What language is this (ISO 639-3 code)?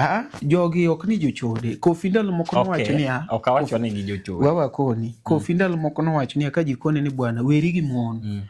luo